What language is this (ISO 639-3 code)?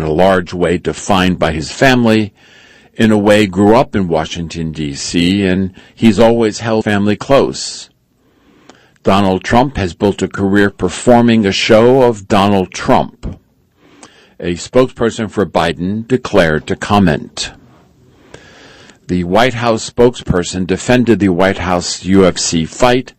eng